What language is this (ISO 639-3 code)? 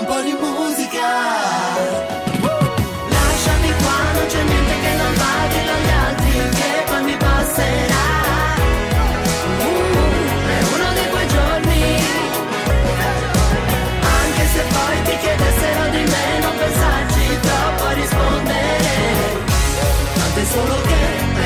ita